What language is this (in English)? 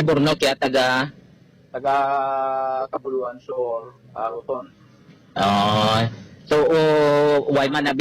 Hiligaynon